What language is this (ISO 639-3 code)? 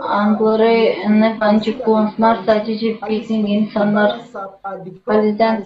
gag